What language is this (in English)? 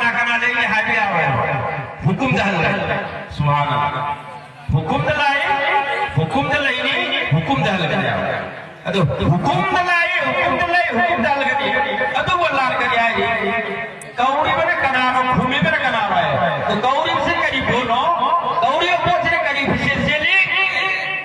Manipuri